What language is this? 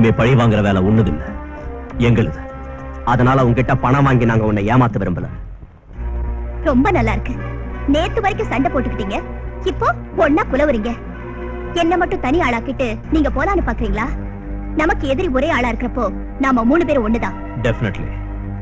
Tamil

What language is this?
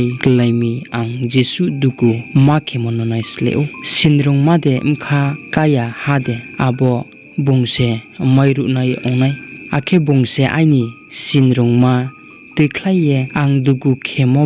Riang (India)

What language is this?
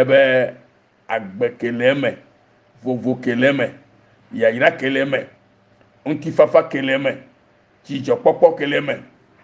Ewe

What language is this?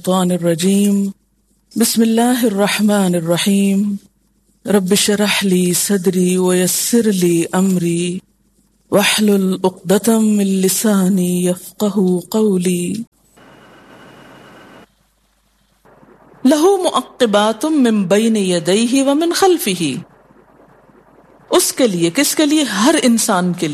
Urdu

